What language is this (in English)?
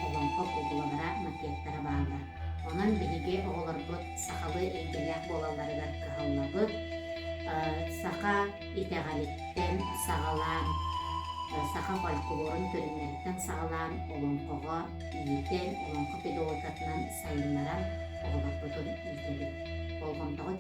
Yakut